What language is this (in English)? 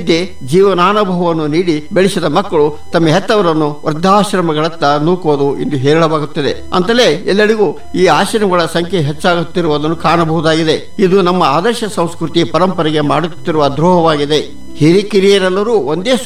Kannada